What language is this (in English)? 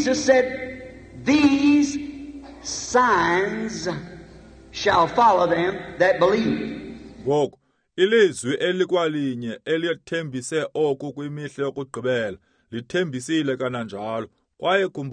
Xhosa